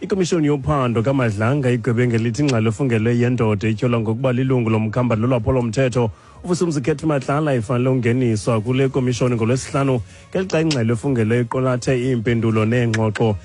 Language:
Xhosa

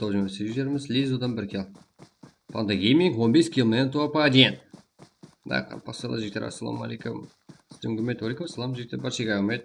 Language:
Kara-Kalpak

